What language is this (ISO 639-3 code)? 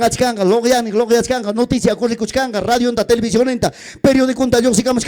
quy